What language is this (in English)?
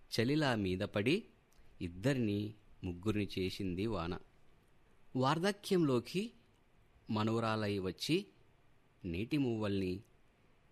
Telugu